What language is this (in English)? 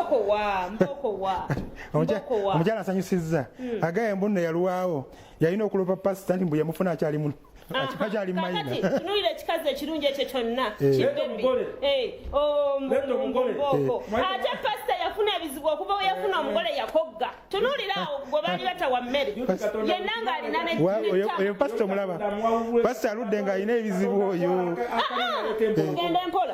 Ganda